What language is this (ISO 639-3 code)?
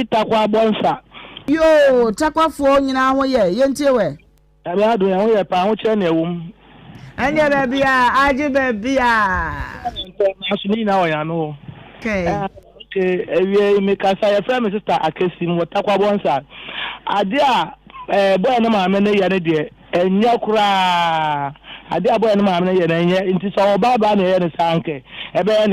aka